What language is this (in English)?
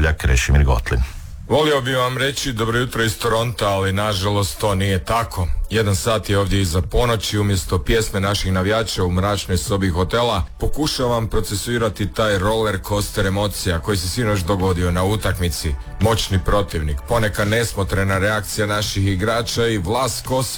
Croatian